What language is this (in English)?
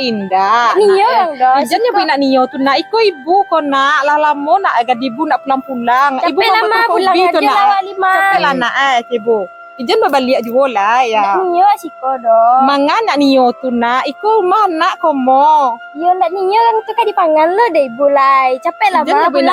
Minangkabau